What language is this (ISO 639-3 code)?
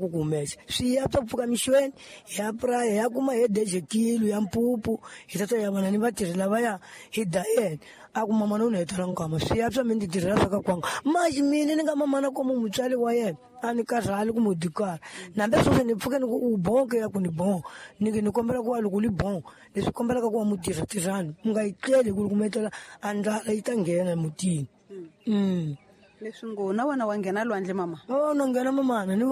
tso